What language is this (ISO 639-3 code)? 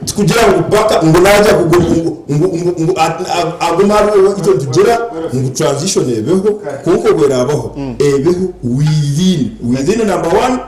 nyn